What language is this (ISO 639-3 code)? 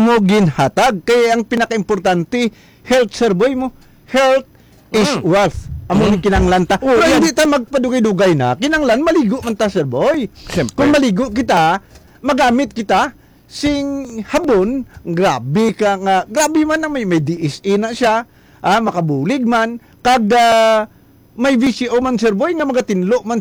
hil